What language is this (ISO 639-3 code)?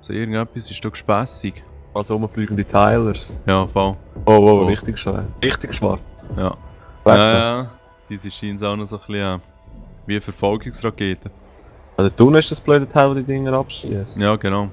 gsw